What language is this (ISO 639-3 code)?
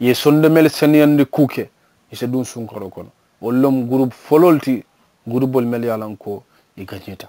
man